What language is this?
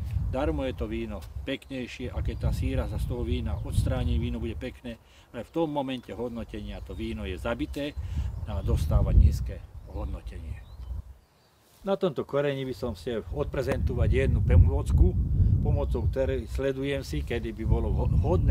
Slovak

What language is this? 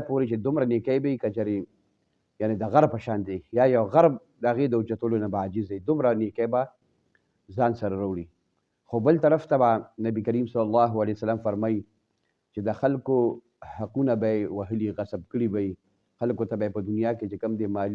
Pashto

